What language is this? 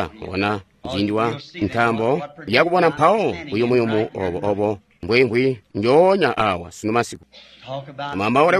Tonga (Zambia)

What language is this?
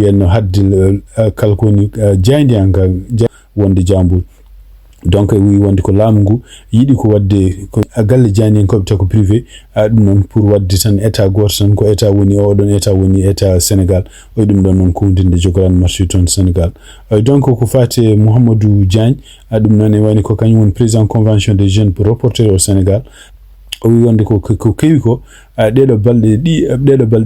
Fula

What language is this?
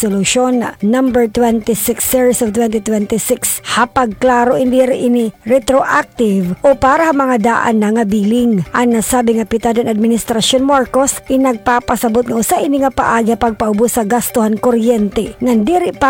Waray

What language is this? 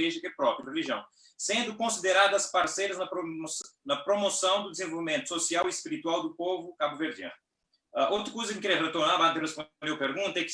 Kabuverdianu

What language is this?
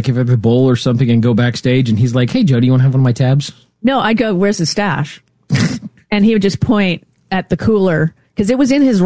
English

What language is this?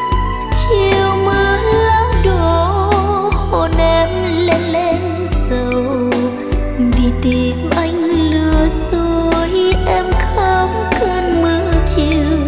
Vietnamese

